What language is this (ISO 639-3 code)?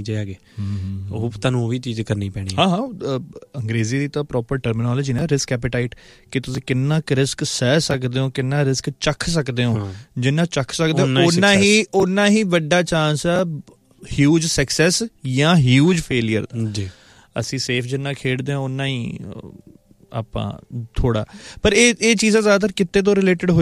pan